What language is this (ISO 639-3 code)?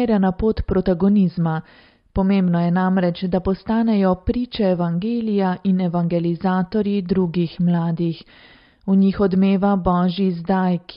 slv